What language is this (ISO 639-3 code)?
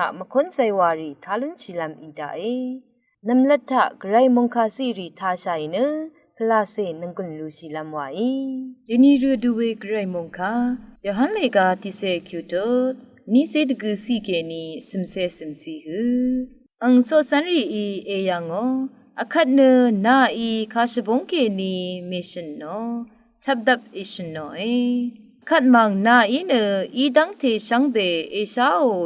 raw